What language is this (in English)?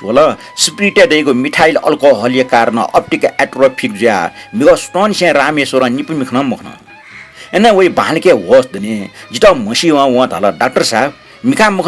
Newari